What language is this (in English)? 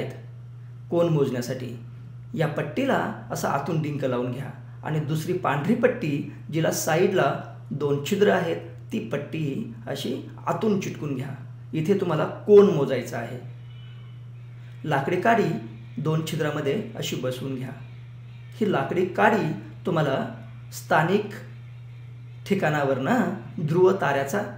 Marathi